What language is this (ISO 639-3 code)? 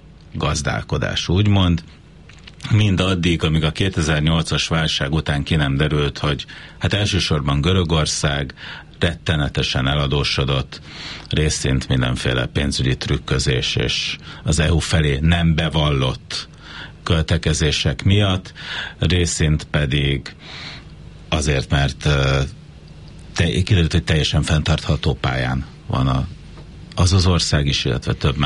hun